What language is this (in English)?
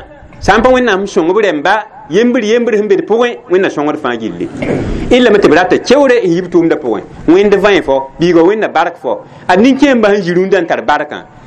Mossi